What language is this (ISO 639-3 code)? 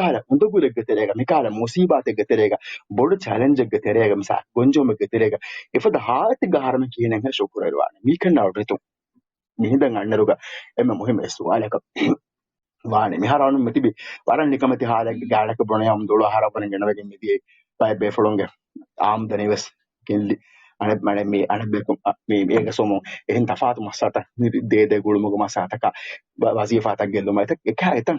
div